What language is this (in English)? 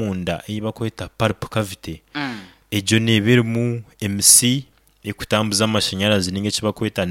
Nyoro